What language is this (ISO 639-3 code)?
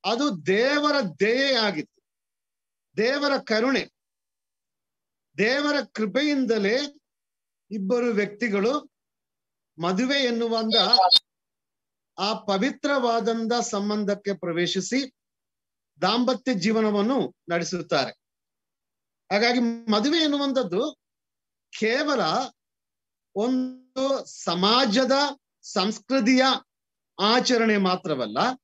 kan